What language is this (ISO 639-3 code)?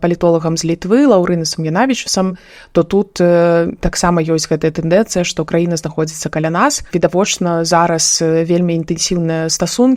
bel